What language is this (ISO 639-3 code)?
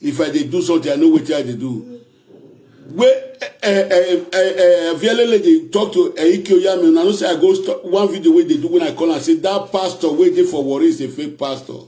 pcm